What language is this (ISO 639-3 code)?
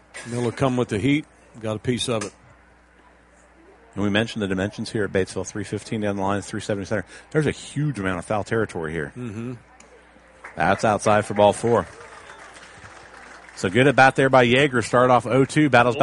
eng